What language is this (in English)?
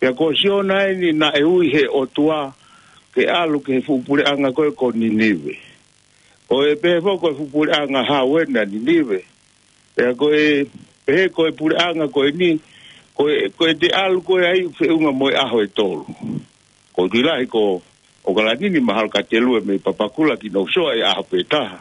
Tongan